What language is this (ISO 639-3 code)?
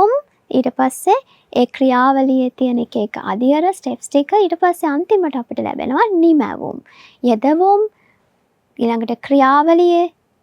sin